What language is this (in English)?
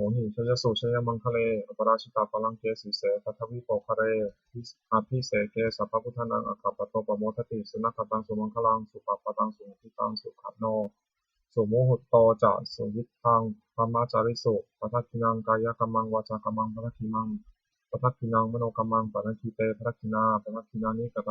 Pali